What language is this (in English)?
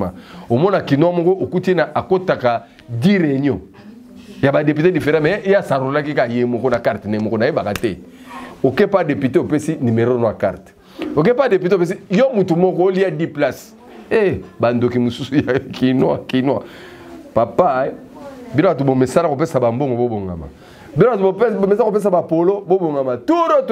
Lingala